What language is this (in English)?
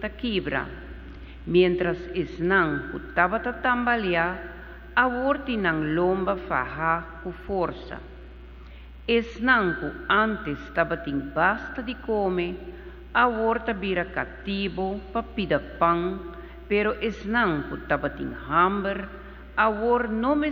Papiamento